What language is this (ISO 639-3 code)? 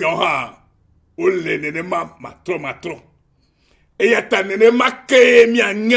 ewe